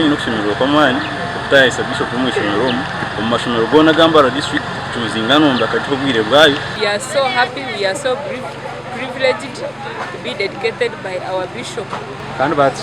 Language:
Nyankole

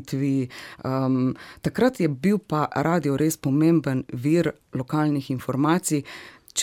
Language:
Slovenian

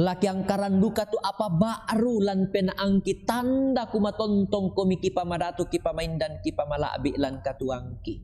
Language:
Toraja-Sa'dan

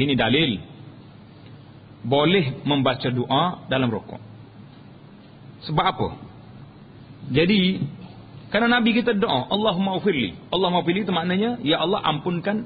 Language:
Malay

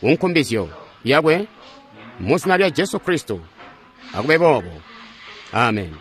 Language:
Tonga (Zambia)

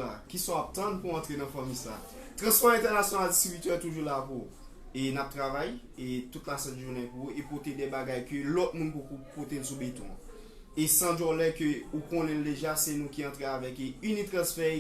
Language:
Haitian Creole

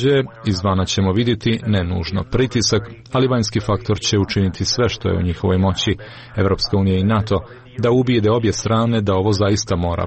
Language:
Serbian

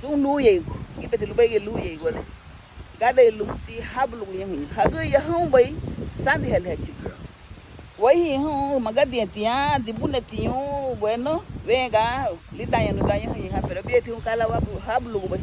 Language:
Garifuna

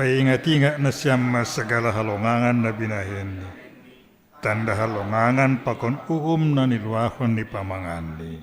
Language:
Batak Simalungun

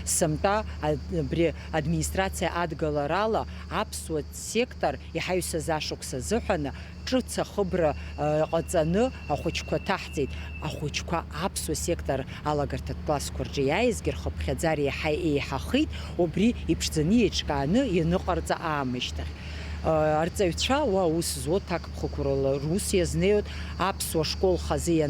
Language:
Abkhazian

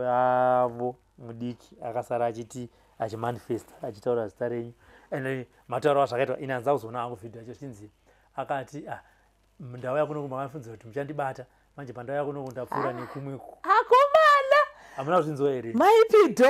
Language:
Shona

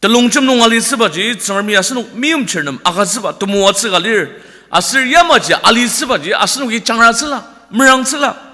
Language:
Ao Naga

